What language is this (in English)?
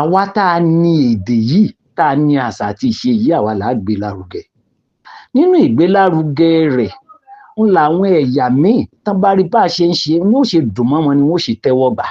Yoruba